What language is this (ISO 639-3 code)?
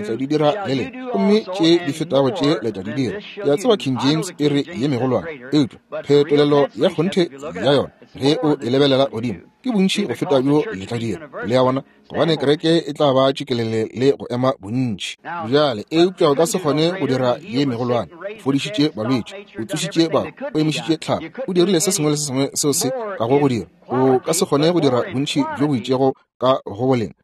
nso